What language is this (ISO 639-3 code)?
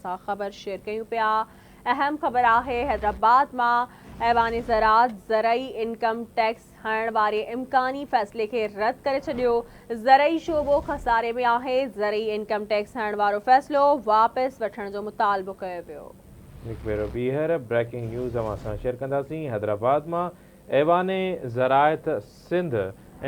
snd